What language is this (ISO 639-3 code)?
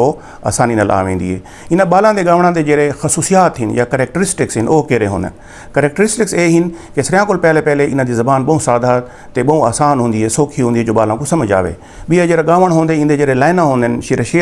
skr